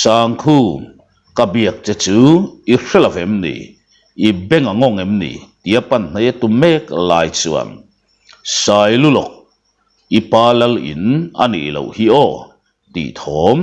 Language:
Mizo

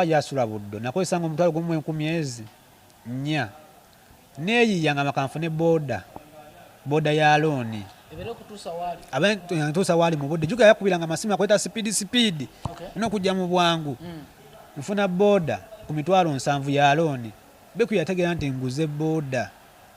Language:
Ganda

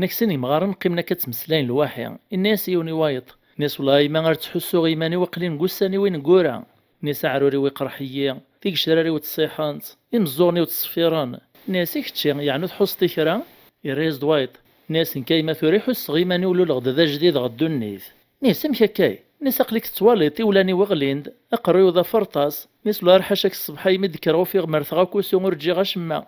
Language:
Kabyle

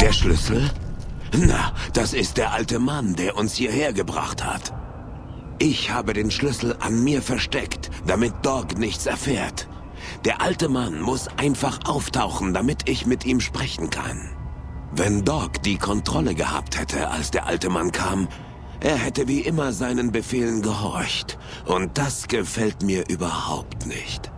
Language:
Bavarian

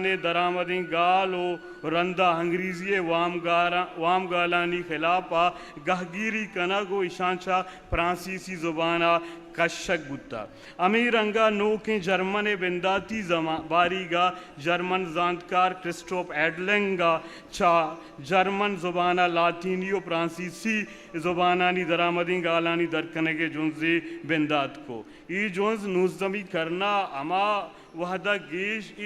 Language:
Eastern Balochi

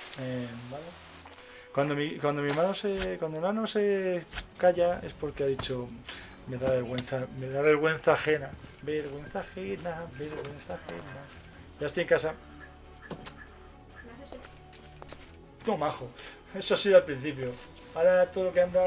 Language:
Spanish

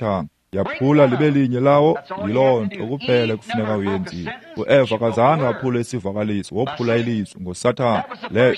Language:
Xhosa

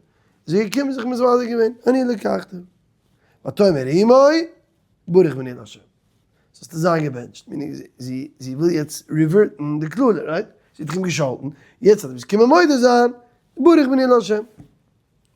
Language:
Yiddish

